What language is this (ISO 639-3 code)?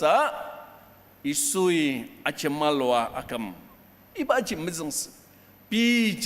njo